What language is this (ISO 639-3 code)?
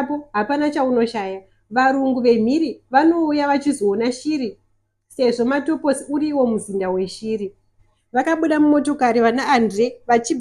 sna